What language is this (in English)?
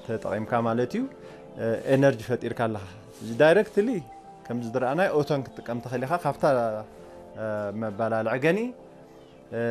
Tigrinya